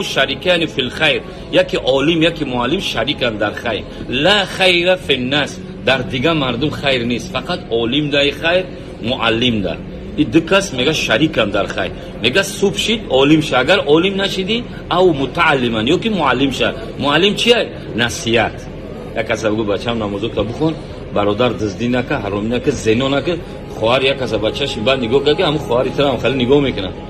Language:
Tajik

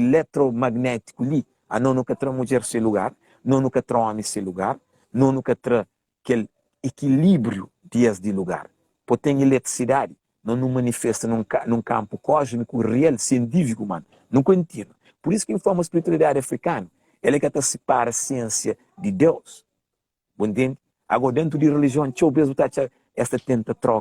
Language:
Kabuverdianu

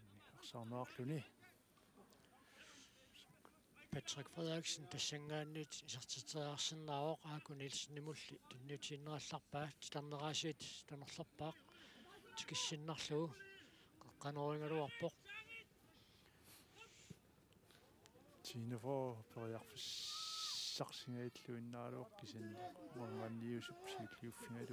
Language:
Kalaallisut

